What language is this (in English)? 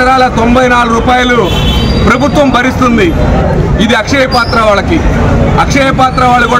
Telugu